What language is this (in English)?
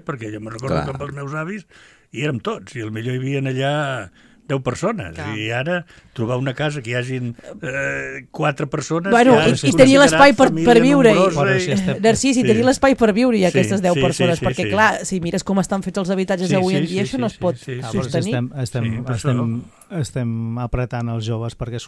Catalan